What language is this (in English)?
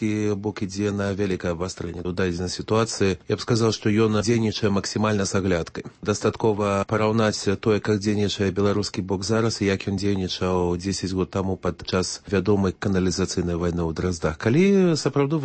Belarusian